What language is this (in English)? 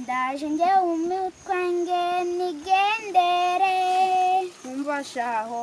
Kinyarwanda